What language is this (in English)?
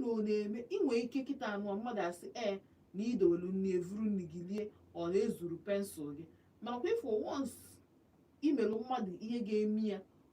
Igbo